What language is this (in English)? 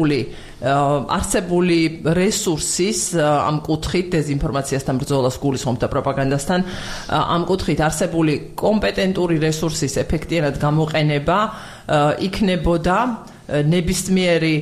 Georgian